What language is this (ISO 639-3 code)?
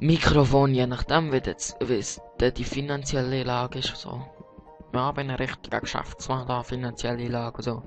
gsw